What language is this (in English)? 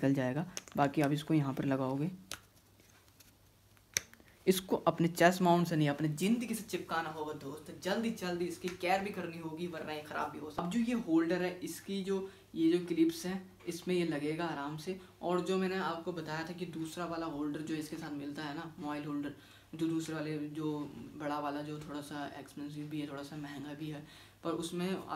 Hindi